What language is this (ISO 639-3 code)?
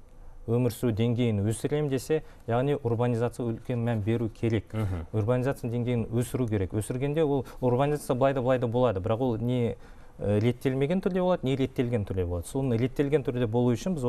kaz